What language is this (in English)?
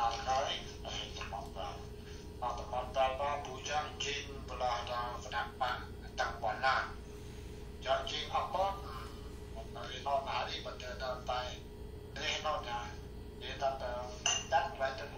Central Mnong